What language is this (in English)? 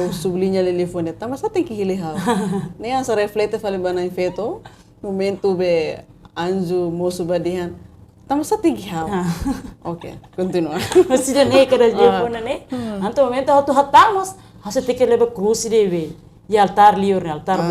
Tetum